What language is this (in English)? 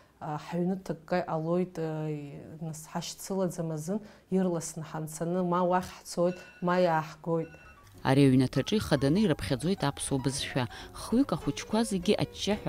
Abkhazian